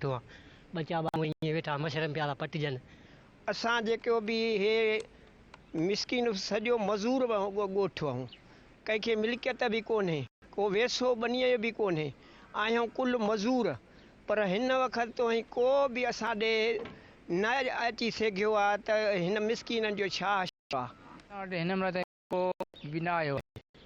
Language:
Sindhi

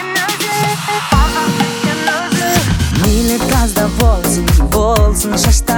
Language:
Kazakh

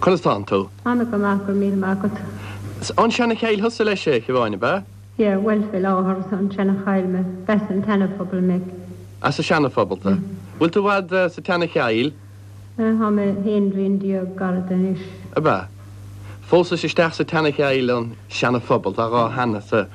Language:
Irish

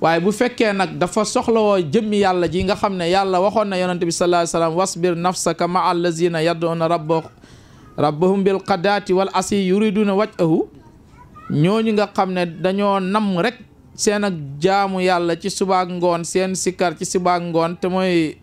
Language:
Wolof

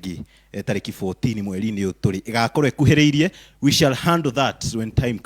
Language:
Kikuyu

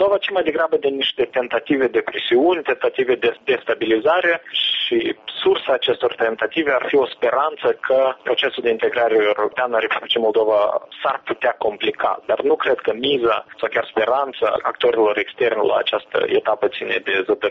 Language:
Romanian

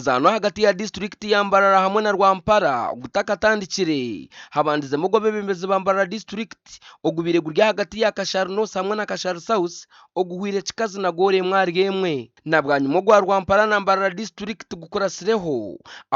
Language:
Nyankole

